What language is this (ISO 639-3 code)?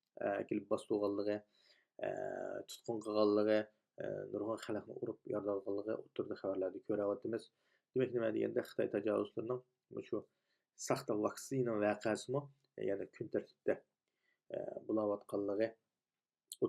uig